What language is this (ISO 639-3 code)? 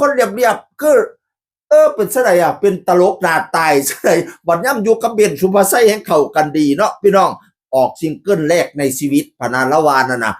tts